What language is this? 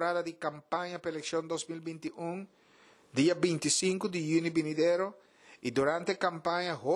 Papiamento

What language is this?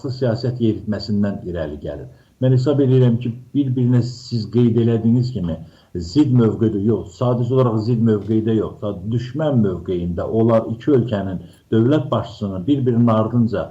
Azerbaijani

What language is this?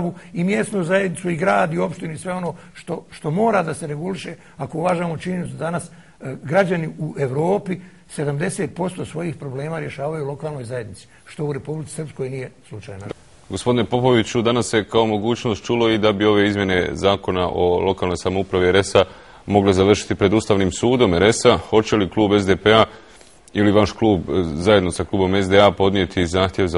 Bosnian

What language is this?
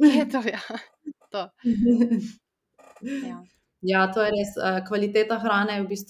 Slovenian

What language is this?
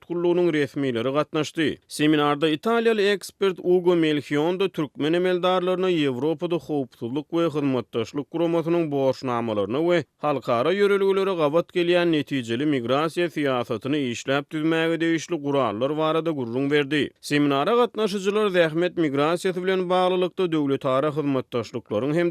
Turkmen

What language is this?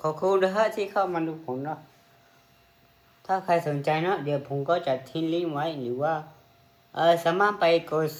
Lao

